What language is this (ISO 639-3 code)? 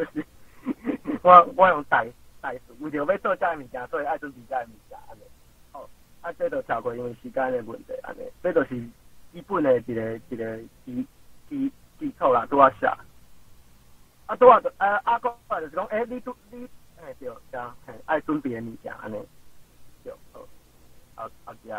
nan